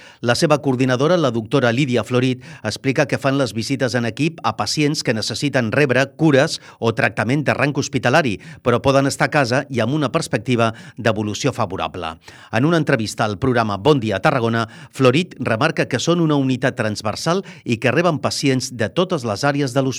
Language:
Catalan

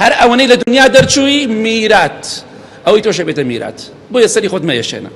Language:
Central Kurdish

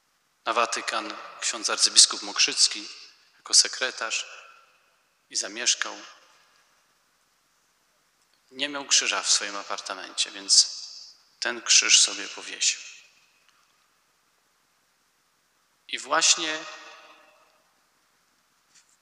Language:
Polish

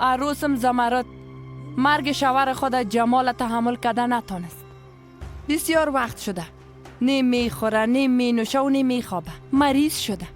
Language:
Persian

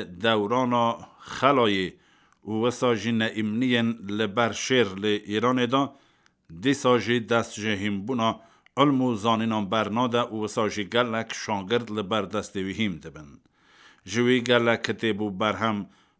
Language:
Kurdish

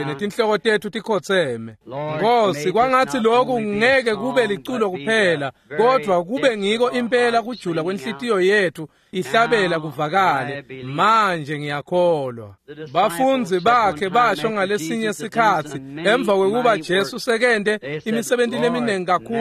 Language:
Swati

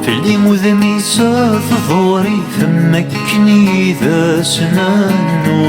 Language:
Kabyle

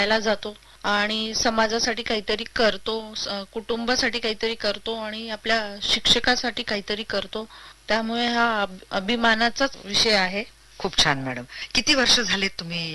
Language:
Marathi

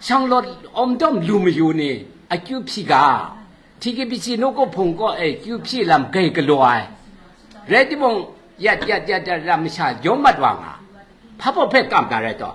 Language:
Kachin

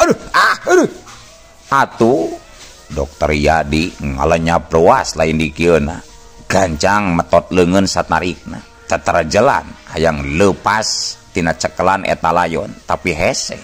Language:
Sundanese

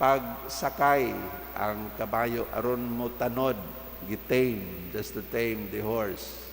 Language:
Cebuano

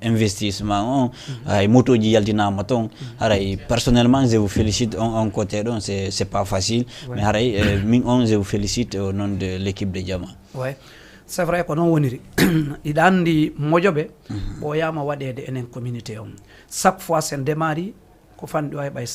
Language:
Fula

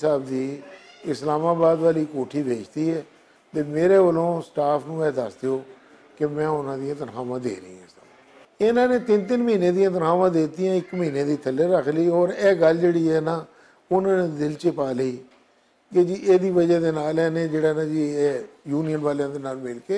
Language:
Western Panjabi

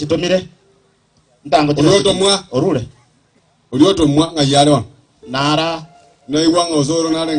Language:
Gusii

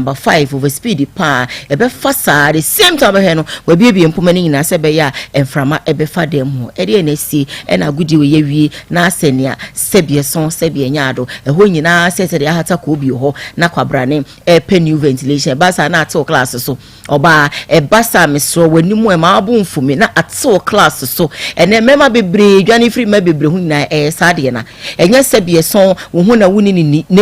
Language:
Akan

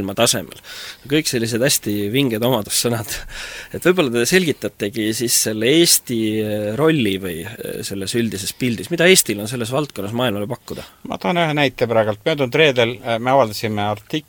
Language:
Estonian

